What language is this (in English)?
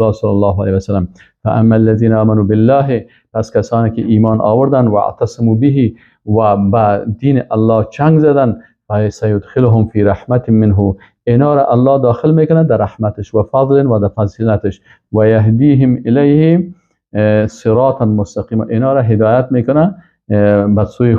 Persian